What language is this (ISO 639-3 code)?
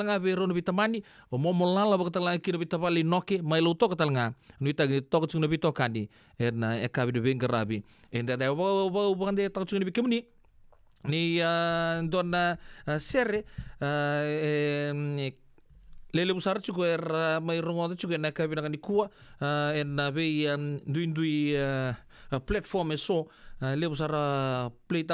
fij